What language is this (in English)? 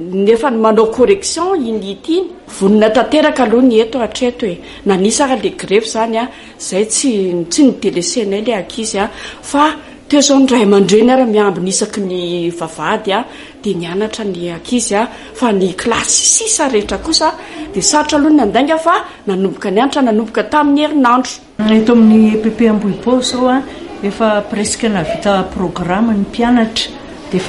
Malagasy